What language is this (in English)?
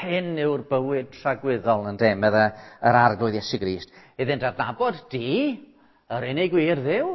Welsh